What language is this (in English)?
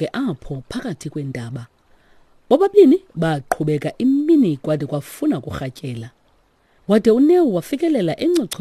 Xhosa